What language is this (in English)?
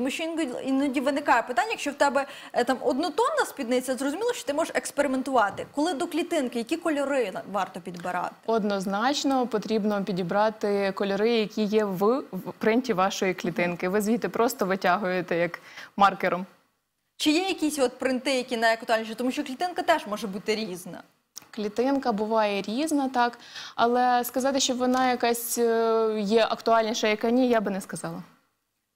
Ukrainian